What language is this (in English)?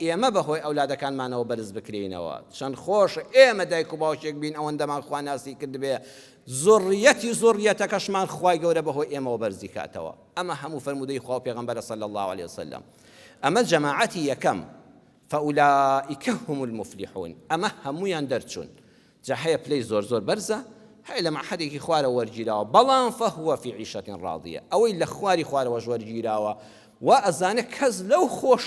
Central Kurdish